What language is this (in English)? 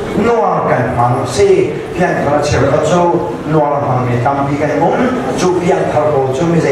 Hakha Chin